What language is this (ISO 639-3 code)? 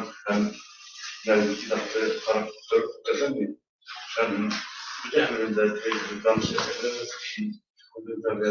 bak